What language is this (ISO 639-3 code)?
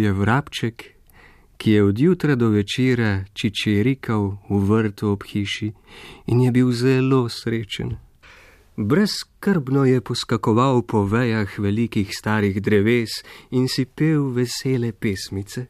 slv